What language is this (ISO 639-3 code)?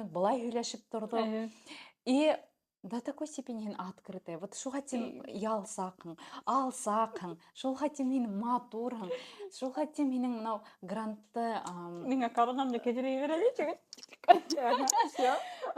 bak